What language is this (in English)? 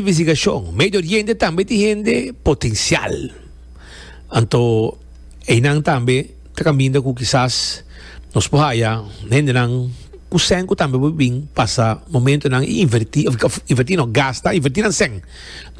Papiamento